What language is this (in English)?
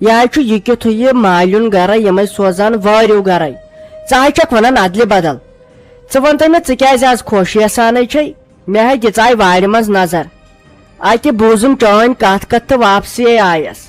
Kashmiri